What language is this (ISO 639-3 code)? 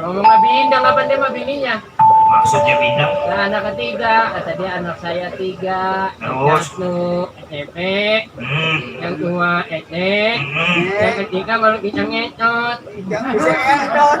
bew